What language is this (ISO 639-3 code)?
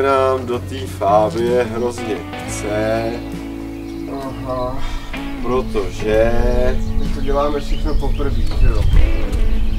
ces